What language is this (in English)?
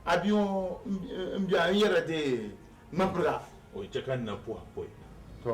Dagbani